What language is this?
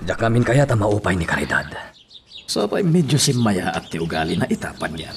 Iloko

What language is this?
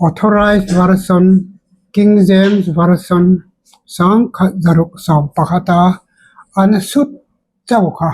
Hmar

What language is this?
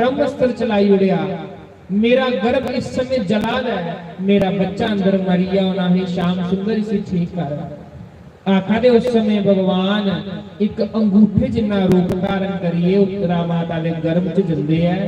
Dogri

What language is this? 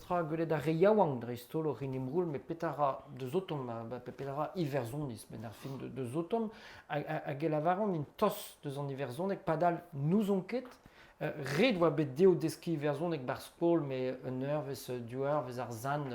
Breton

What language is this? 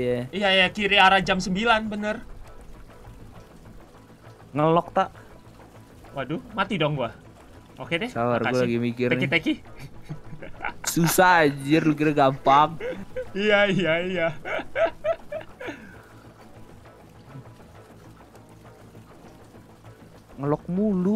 Indonesian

